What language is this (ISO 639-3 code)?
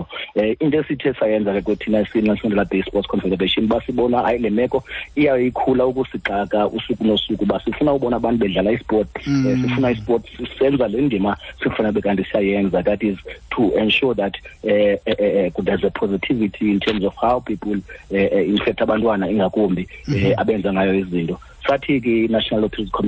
xho